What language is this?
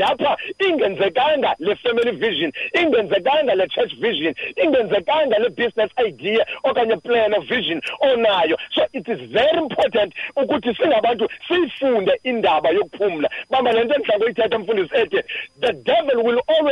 Xhosa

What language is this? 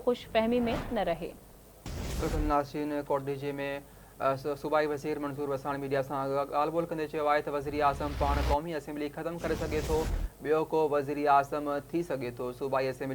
Sindhi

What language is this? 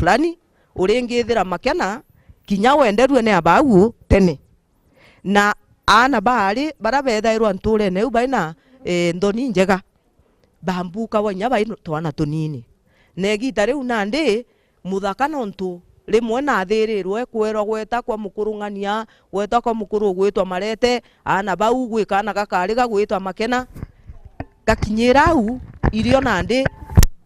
Meru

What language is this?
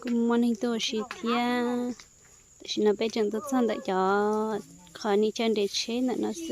Hmong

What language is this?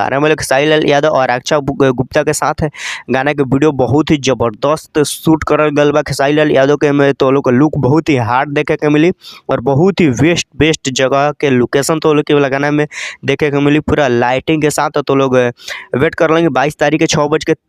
Bhojpuri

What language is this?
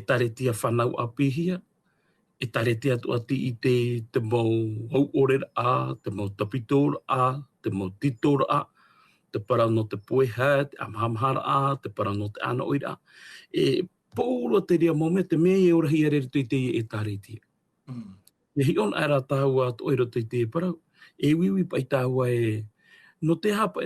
Tahitian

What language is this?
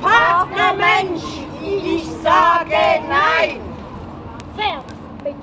Swiss German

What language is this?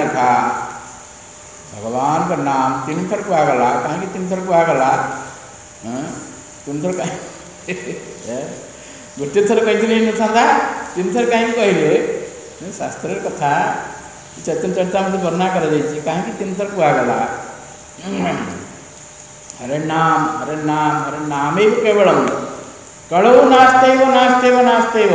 Odia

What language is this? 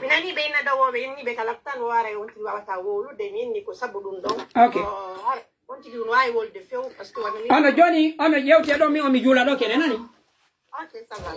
Pular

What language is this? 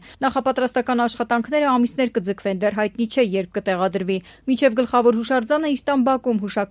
Armenian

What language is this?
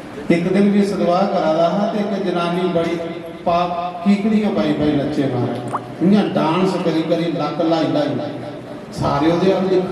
Dogri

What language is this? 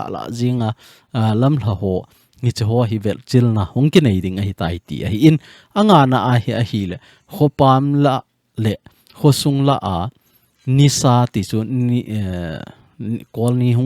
Thado Chin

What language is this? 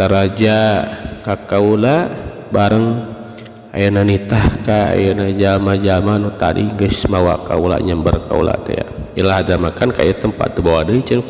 Sundanese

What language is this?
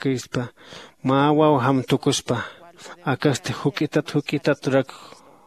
Aymara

